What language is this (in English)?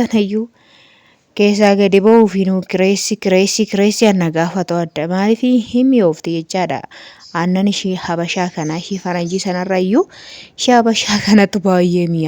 Oromo